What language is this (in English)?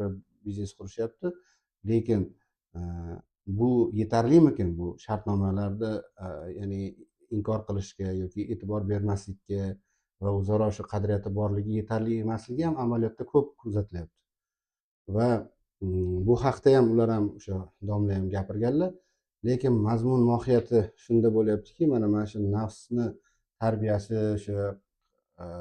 Uzbek